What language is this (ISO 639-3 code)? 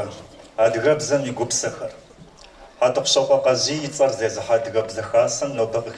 kbd